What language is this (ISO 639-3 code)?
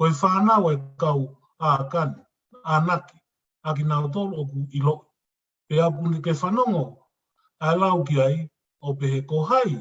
ton